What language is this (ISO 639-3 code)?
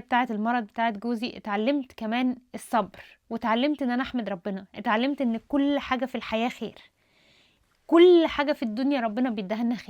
arz